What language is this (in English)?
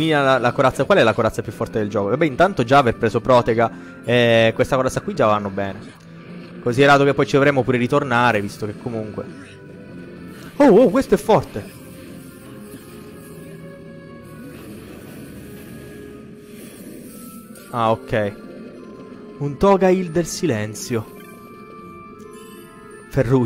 Italian